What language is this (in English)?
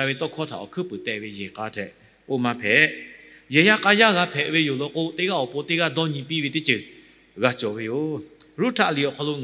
Lahu